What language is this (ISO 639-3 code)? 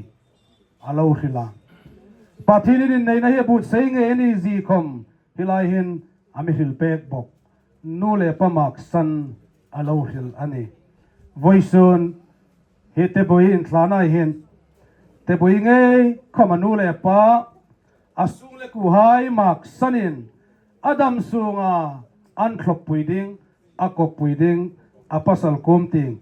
hmr